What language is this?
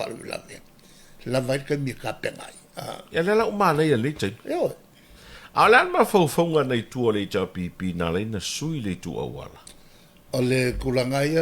Samoan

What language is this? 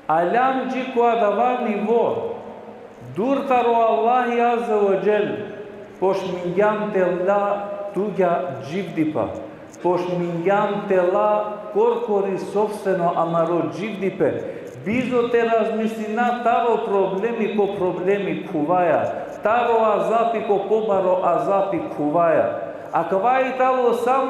Balkan Romani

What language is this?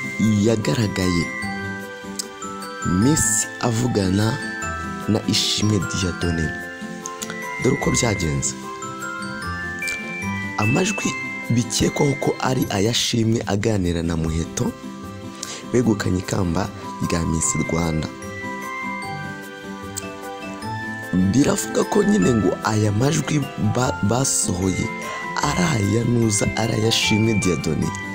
Kinyarwanda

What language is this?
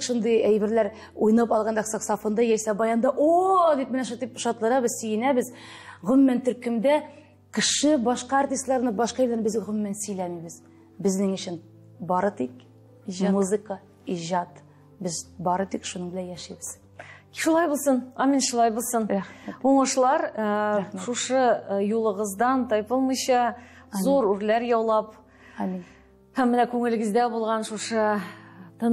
Tatar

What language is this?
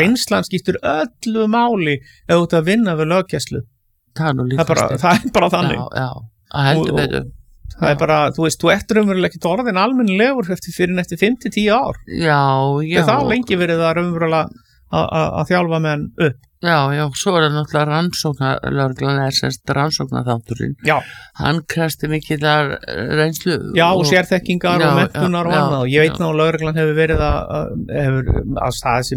Icelandic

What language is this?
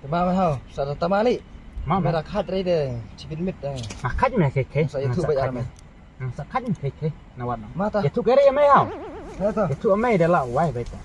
Khasi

